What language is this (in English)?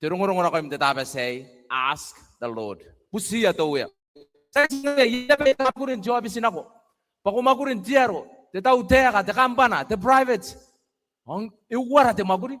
Gilbertese